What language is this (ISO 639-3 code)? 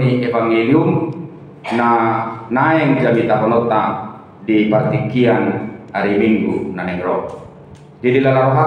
bbc